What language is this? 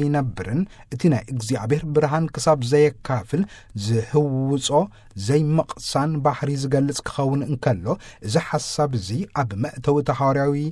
Tigrinya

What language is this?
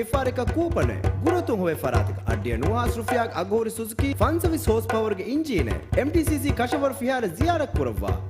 Divehi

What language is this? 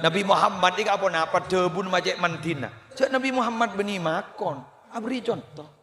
Madurese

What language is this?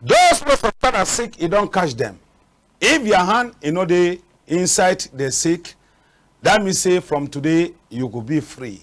Cameroon Pidgin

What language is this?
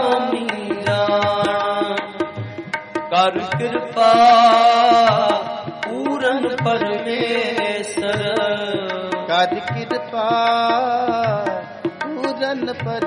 Punjabi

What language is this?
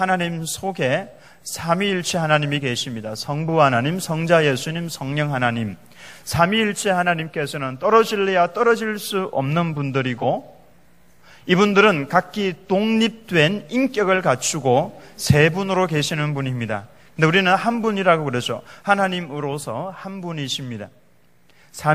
Korean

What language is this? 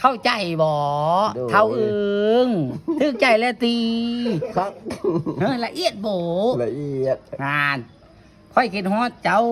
Lao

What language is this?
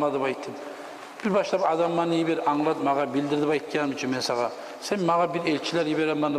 Kumyk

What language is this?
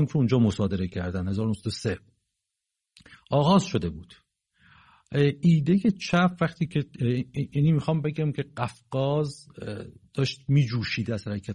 Persian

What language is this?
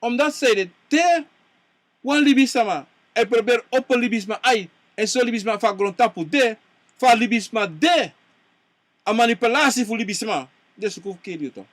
Sranan Tongo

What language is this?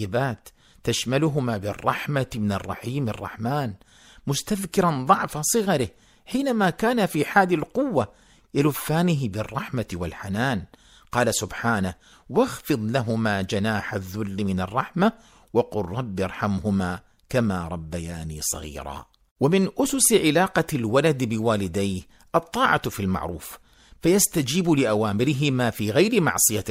Arabic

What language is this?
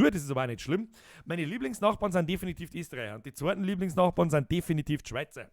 Bavarian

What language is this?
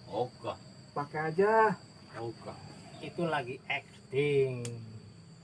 Betawi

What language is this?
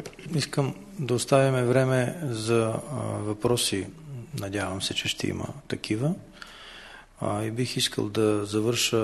Bulgarian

